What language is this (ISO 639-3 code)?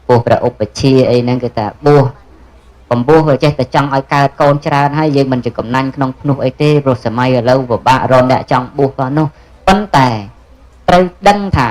khm